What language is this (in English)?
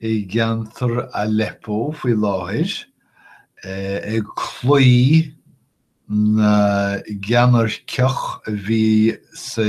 Irish